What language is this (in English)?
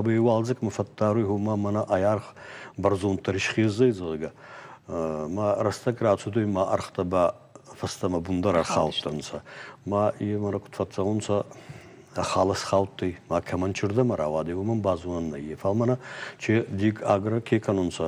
Ossetic